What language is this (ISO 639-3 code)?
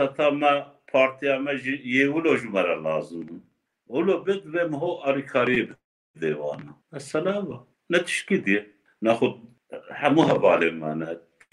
kur